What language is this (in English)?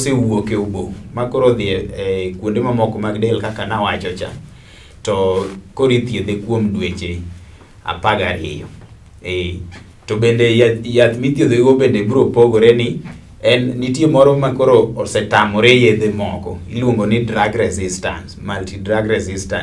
Luo (Kenya and Tanzania)